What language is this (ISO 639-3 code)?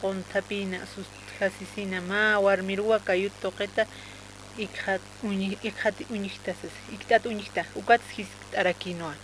aym